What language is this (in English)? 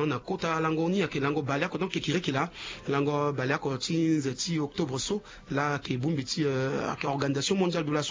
Sango